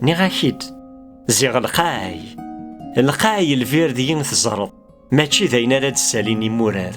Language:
Kabyle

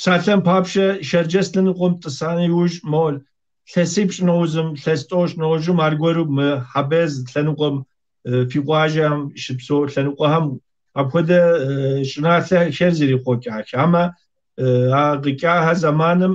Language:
Kabardian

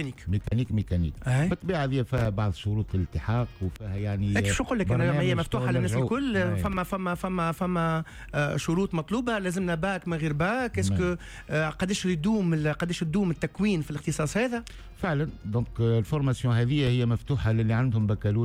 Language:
Tunisian Arabic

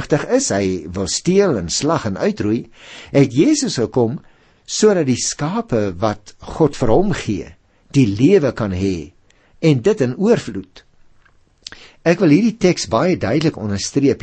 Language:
Afrikaans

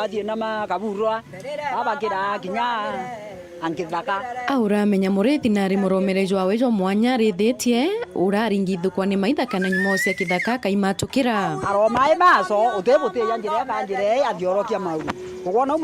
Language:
Meru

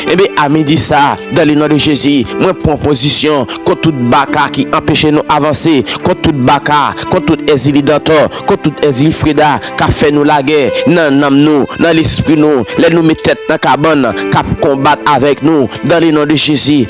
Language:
Haitian Creole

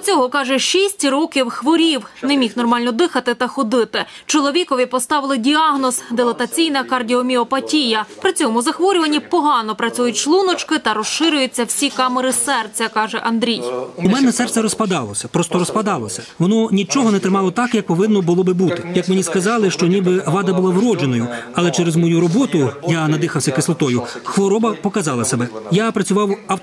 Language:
Ukrainian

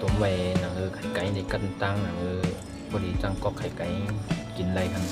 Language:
Shan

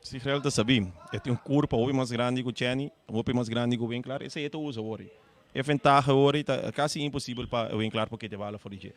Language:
Papiamento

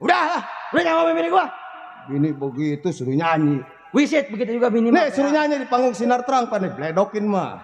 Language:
Betawi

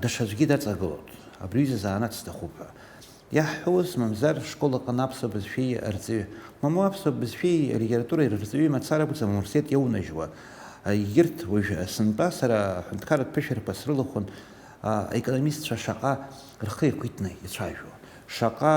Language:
Abkhazian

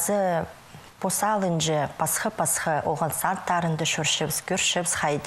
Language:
Khakas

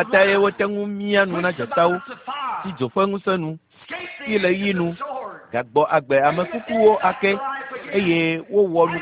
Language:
Ewe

